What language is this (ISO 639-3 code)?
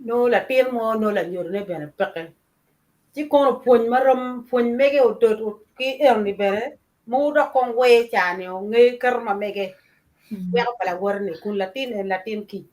ach